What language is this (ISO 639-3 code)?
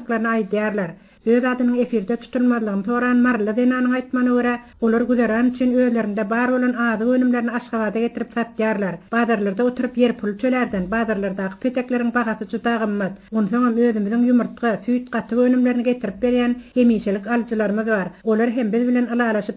tuk